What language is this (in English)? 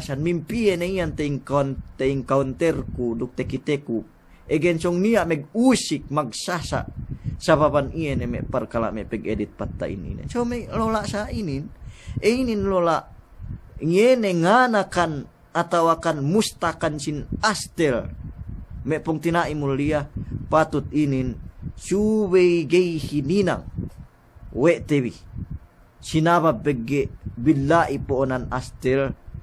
Yakan